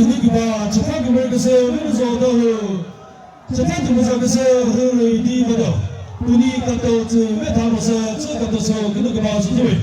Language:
Chokri Naga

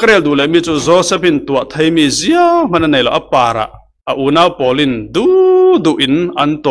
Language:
Falam Chin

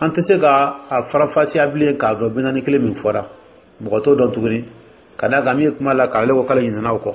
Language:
Dyula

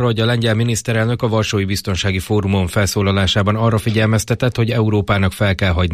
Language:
Hungarian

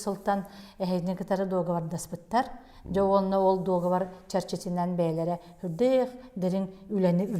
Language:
Yakut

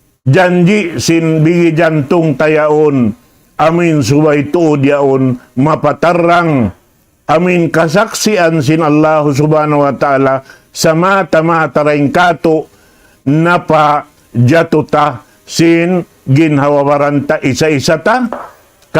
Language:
Tausug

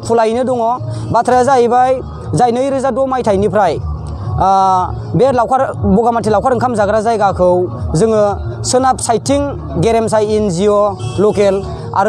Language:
Bodo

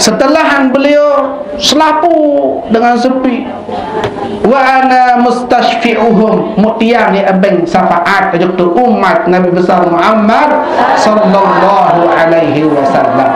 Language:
Sasak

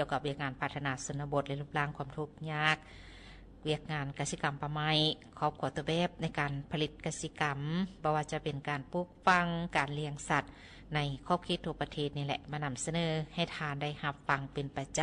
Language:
Lao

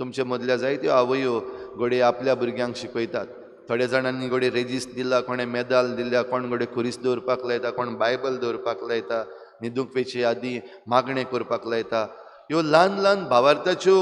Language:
Konkani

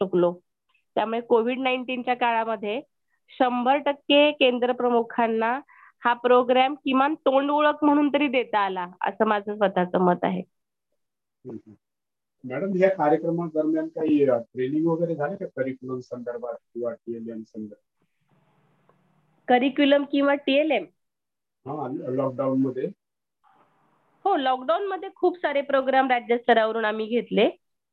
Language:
Marathi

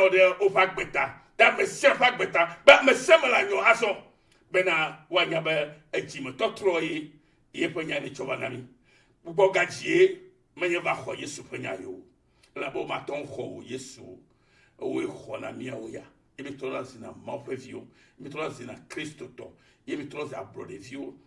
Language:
Ewe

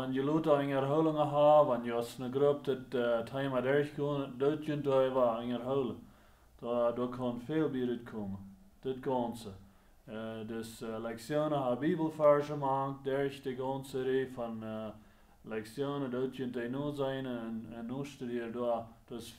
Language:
Plautdietsch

